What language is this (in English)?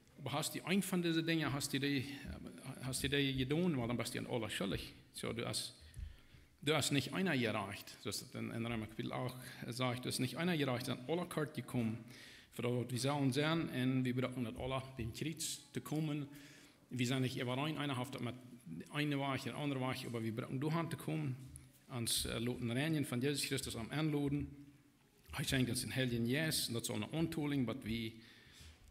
Plautdietsch